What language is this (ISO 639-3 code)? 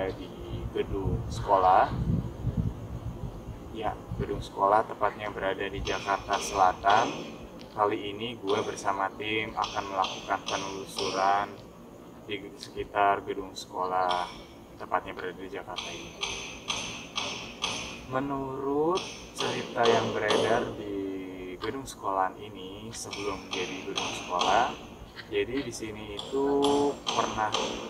ind